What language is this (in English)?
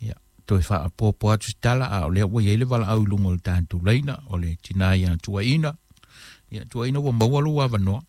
Samoan